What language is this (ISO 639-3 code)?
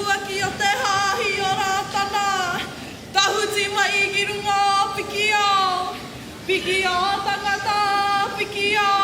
mri